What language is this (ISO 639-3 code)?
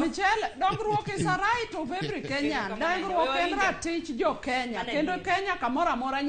luo